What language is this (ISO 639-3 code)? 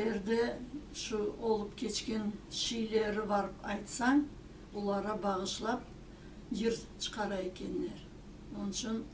crh